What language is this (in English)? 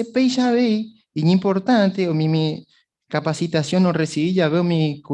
Guarani